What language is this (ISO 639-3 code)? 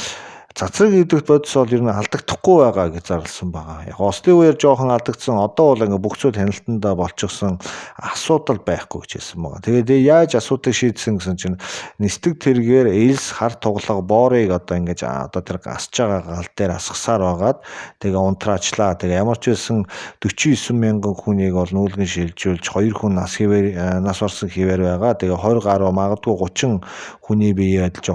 mon